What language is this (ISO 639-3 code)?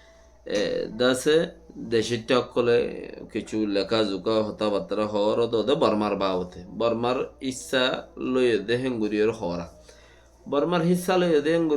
rhg